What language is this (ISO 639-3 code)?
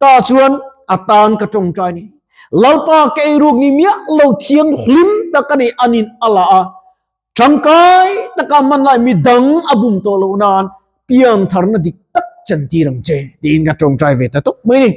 lus